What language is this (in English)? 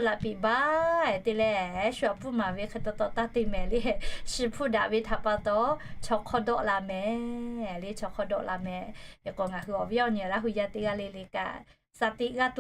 Lahu